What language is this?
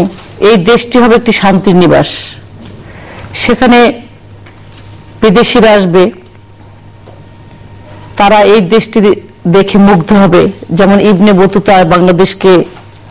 Bangla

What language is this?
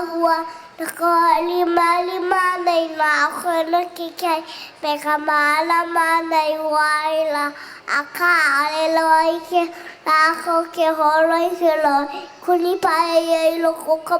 Hawaiian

